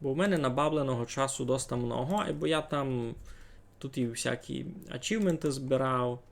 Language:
Rusyn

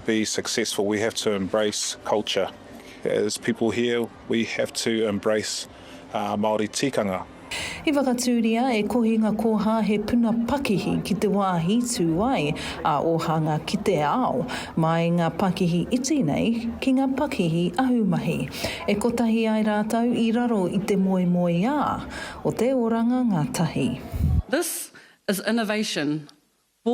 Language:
Māori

